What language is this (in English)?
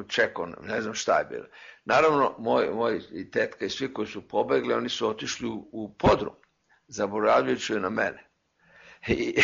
Serbian